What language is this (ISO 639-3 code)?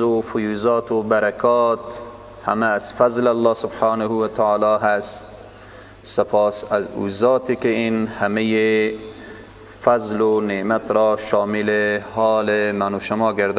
fas